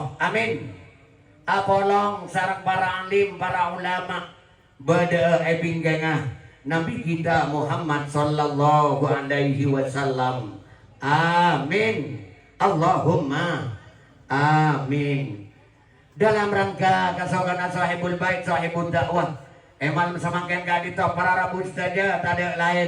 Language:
Madurese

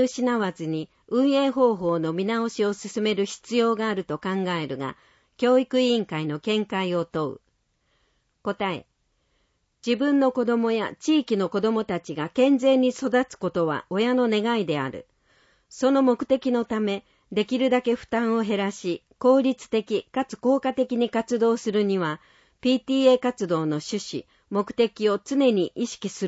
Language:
Japanese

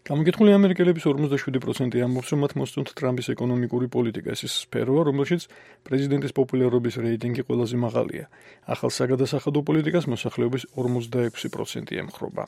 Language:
Georgian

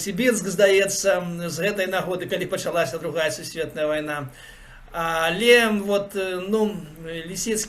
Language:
Belarusian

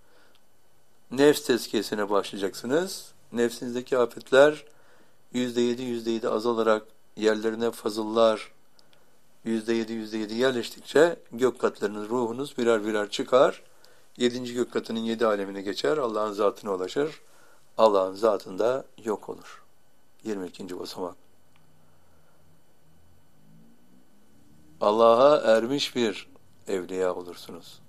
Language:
Turkish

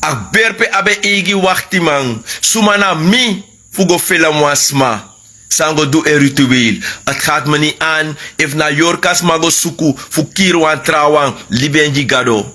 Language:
Sranan Tongo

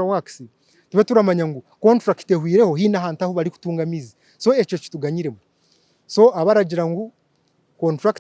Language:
Nyankole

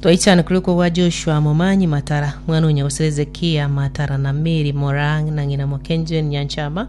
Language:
Gusii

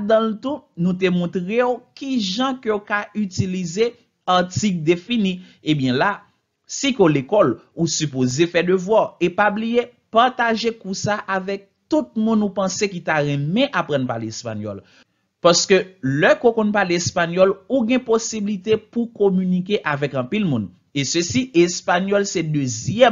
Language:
Haitian Creole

